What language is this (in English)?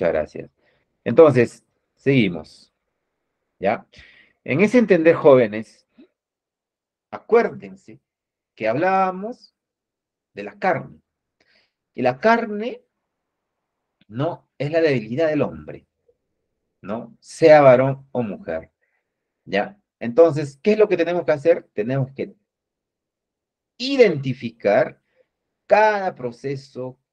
Spanish